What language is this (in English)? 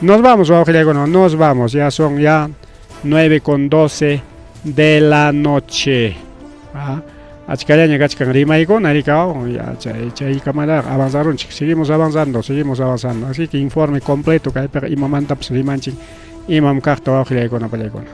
Ayacucho Quechua